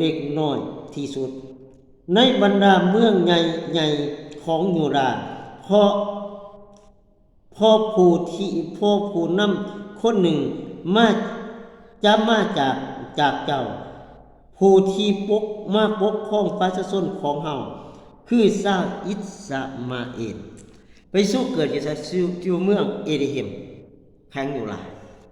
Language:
Lao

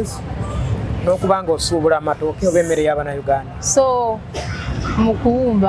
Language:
Ganda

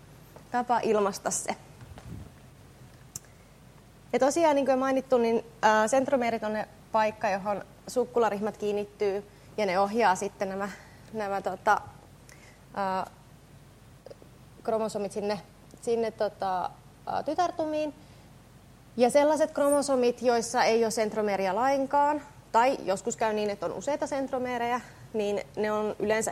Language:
Finnish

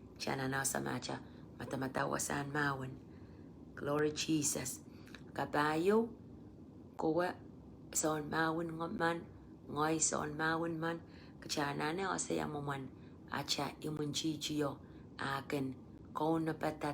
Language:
Pohnpeian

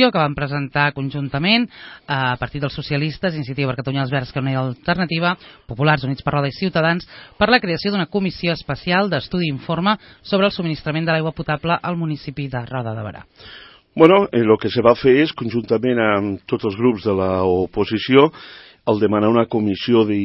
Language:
Catalan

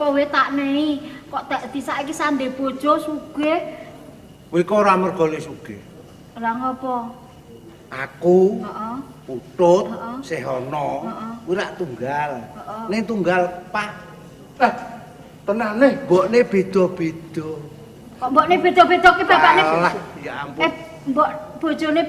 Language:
Javanese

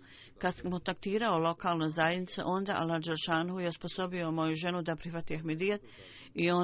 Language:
Bosnian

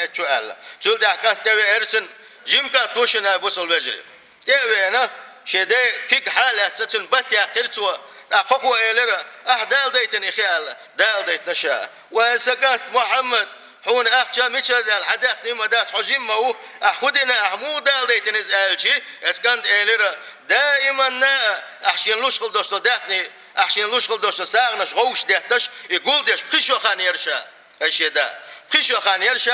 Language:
Chechen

